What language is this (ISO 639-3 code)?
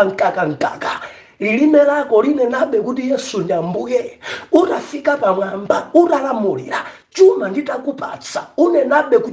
nya